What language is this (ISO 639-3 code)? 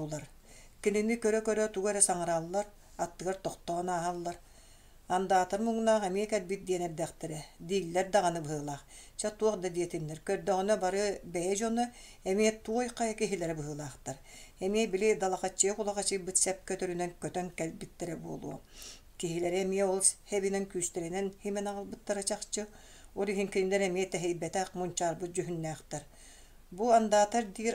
sah